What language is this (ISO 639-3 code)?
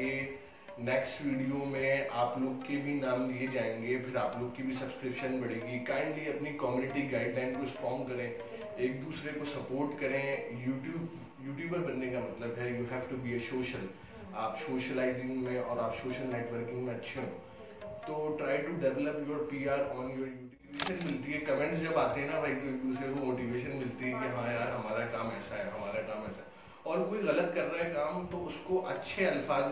hin